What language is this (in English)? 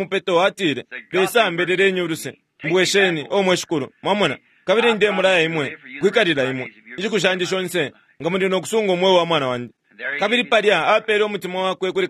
Bemba